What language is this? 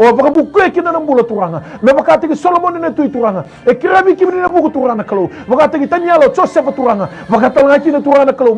Fijian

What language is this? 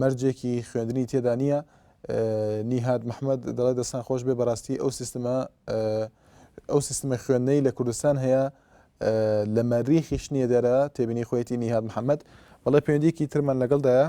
Central Kurdish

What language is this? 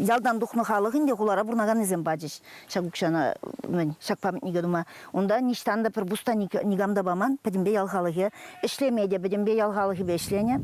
Chuvash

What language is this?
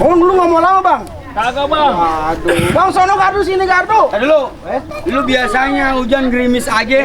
Betawi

